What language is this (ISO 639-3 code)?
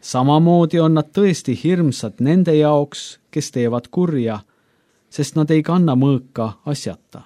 est